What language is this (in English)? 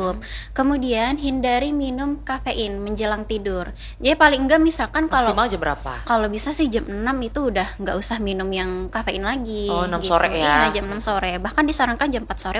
Indonesian